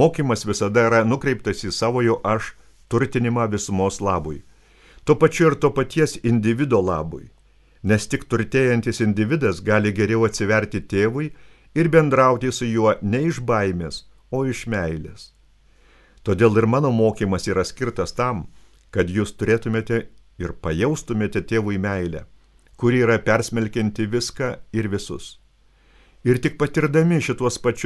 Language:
Lithuanian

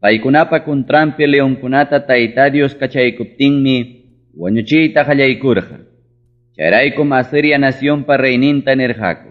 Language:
Ayacucho Quechua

